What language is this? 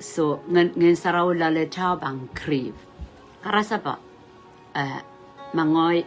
Pohnpeian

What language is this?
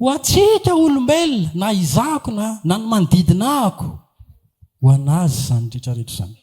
Malagasy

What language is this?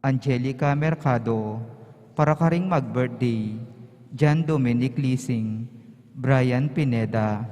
Pampanga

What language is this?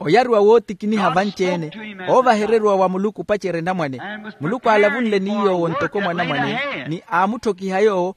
Makhuwa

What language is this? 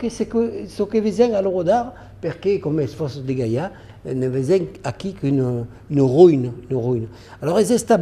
Occitan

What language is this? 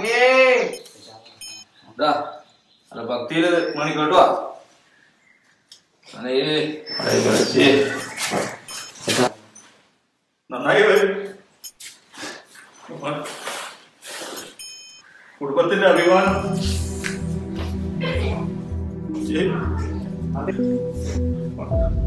Malayalam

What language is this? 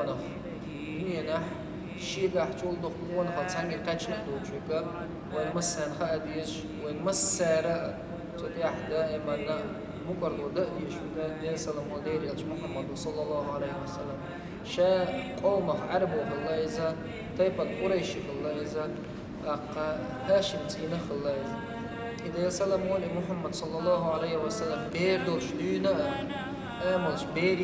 Chechen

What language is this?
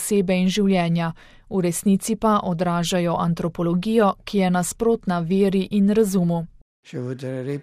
Slovenian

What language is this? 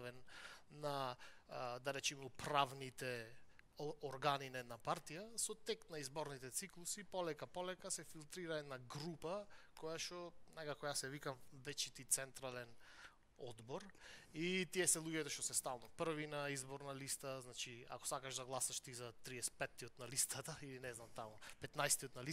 Macedonian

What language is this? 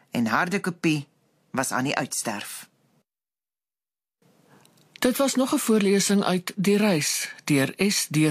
Afrikaans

